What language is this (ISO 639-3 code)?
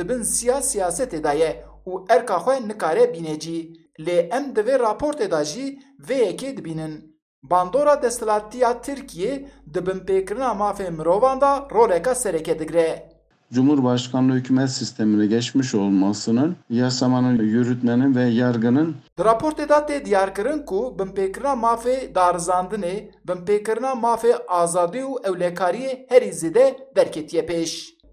kur